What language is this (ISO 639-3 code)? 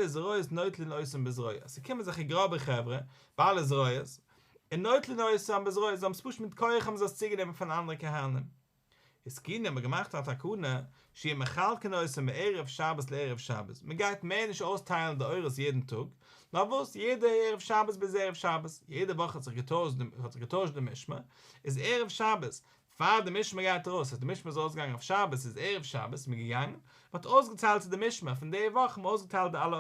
yid